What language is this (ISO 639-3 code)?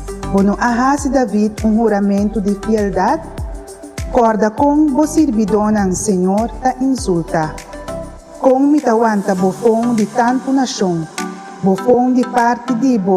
pap